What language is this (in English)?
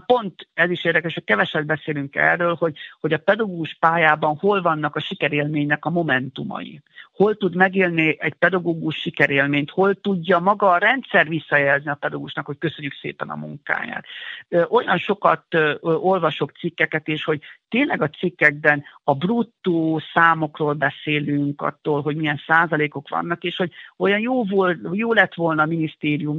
Hungarian